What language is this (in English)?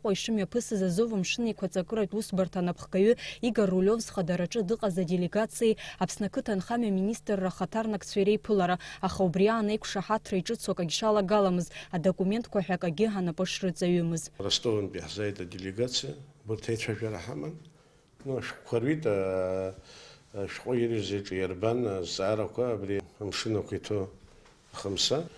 Abkhazian